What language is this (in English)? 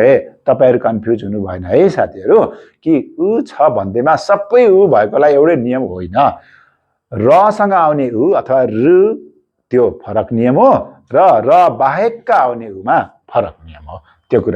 Nepali